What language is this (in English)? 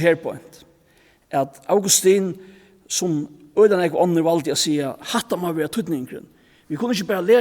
Faroese